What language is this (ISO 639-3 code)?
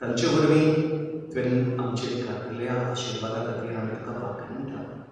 kok